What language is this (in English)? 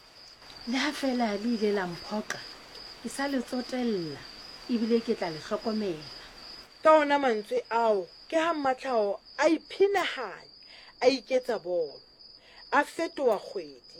Southern Sotho